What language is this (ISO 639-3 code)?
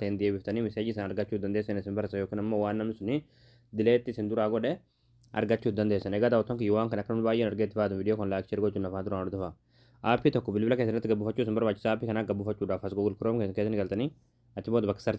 orm